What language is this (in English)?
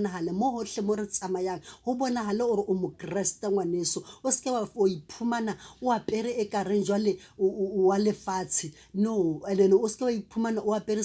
Southern Sotho